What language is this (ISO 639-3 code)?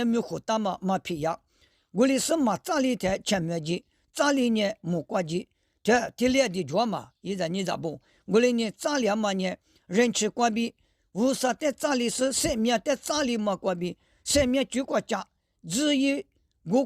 lis